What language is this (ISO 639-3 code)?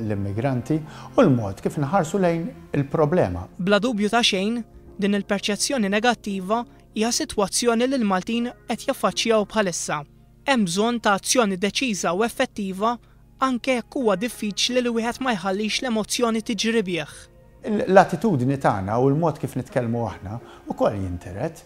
mlt